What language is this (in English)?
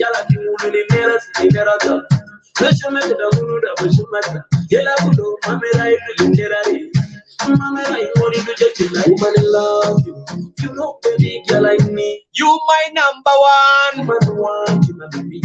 Kumam